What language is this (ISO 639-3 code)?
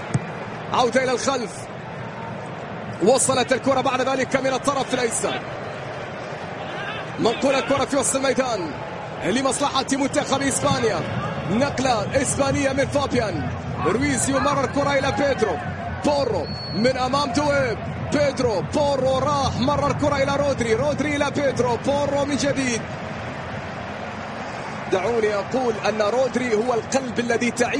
ara